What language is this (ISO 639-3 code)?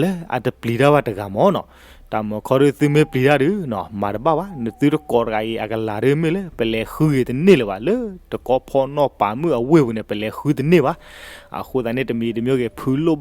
ksw